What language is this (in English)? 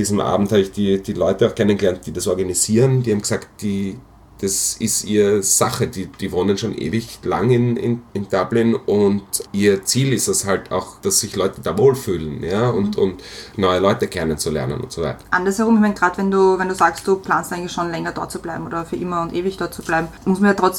German